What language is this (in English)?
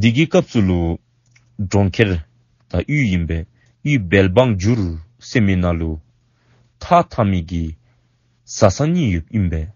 Dzongkha